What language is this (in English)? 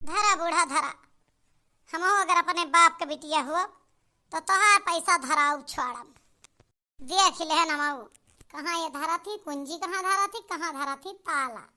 Awadhi